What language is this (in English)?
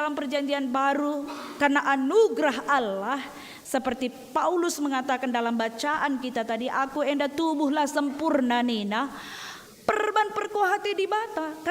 Batak Karo